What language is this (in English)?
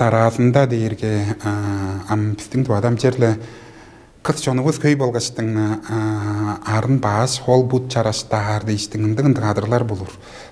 Tuvinian